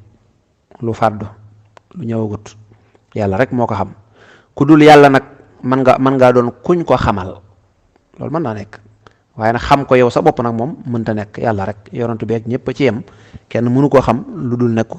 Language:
Wolof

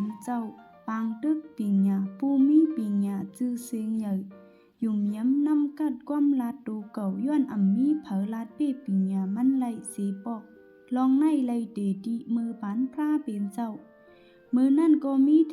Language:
Shan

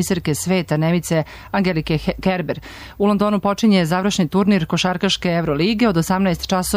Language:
Serbian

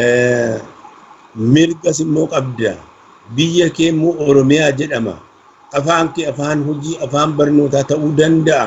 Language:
Oromo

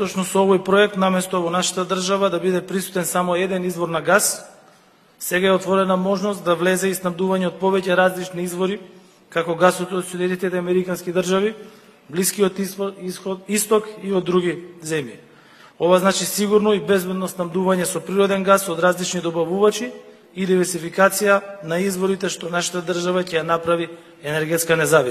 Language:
Macedonian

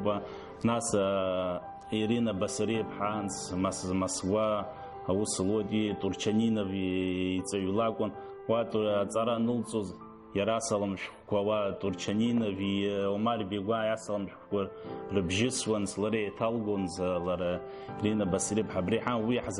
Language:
Abkhazian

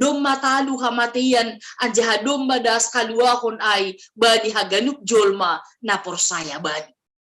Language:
Batak Simalungun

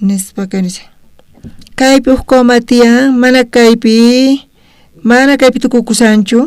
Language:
South Bolivian Quechua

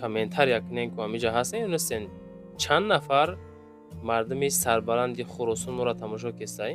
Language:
Tajik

